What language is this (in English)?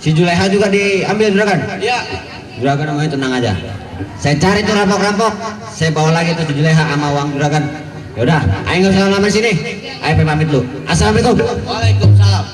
Betawi